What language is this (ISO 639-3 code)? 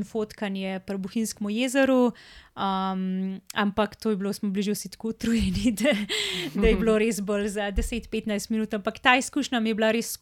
slv